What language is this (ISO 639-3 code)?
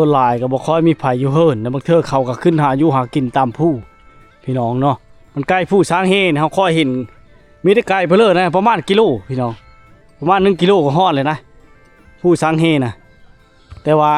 lao